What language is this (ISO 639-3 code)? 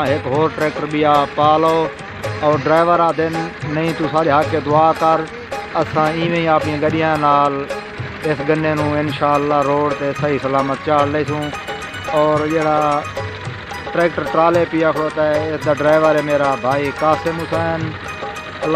skr